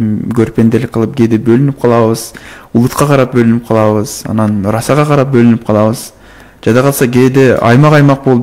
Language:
Kyrgyz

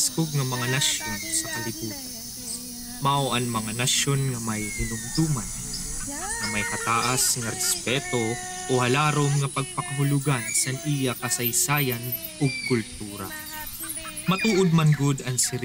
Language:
Waray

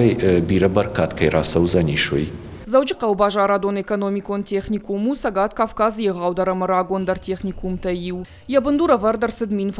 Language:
Ossetic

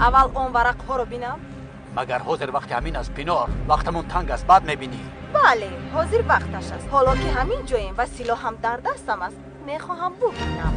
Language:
Tajik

